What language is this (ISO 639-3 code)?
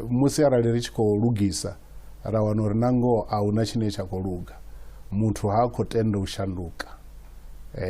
ven